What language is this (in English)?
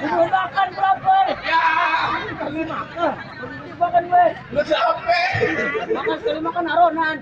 Betawi